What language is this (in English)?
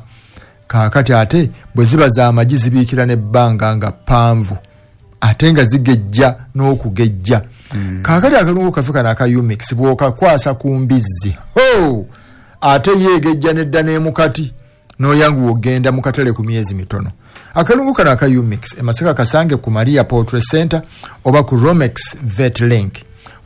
Ganda